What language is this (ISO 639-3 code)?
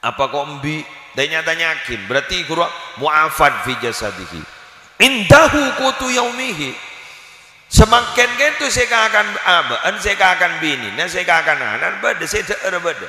mad